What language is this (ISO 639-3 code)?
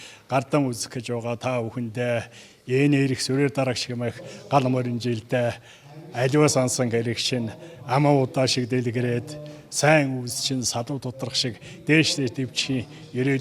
mon